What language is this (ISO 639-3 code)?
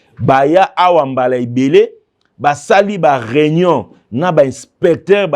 lin